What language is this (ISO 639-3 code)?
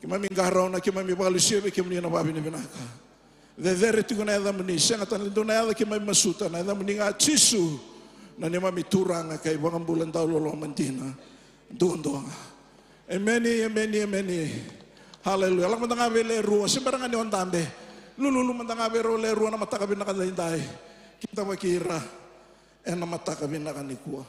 fij